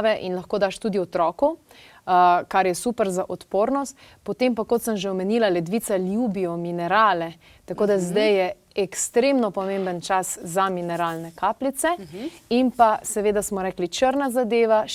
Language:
Slovenian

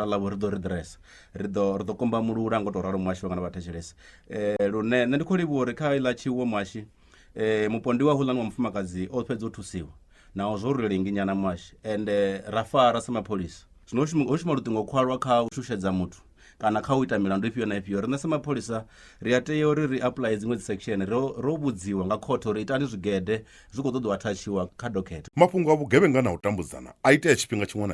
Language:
Venda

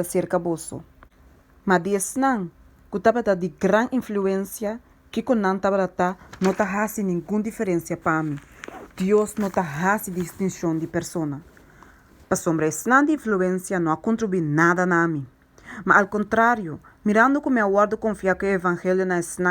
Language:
Papiamento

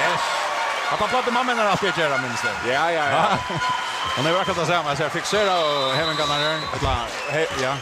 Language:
Faroese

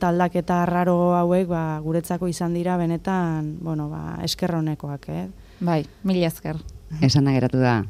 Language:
Basque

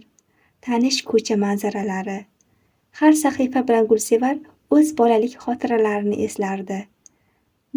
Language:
Uzbek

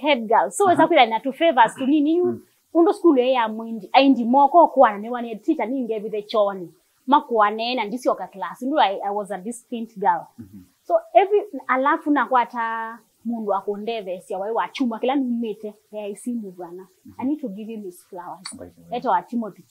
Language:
Kamba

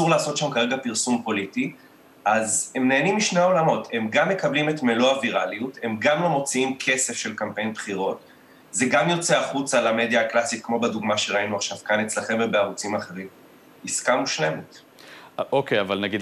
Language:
Hebrew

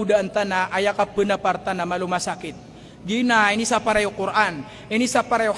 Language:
Maranao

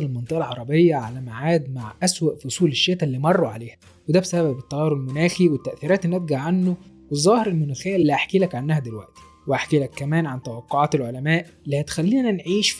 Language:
Egyptian Arabic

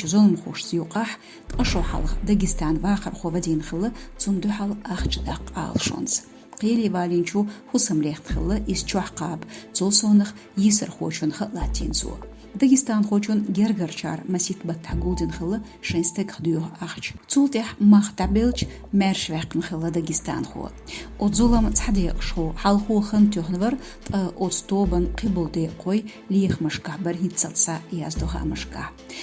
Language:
Chechen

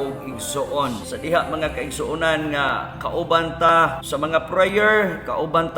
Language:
Cebuano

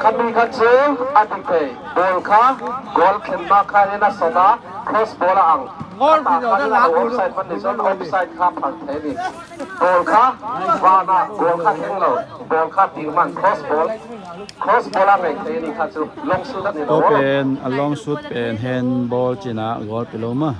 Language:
Tedim Chin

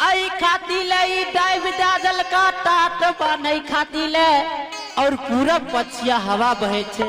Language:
Maithili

